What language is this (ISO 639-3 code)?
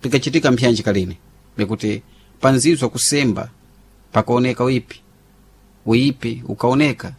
seh